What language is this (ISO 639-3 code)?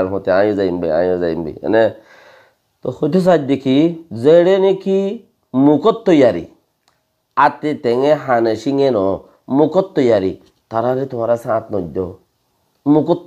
rhg